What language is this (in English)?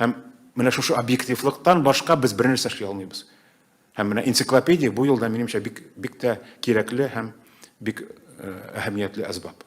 Tatar